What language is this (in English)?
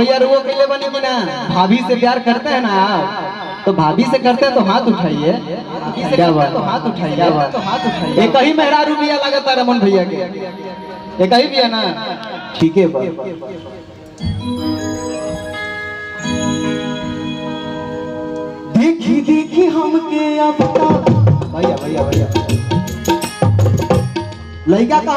Bhojpuri